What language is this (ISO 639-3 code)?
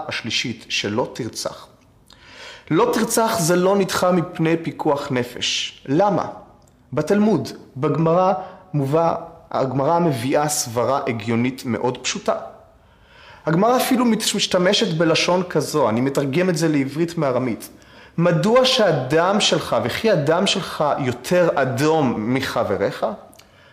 heb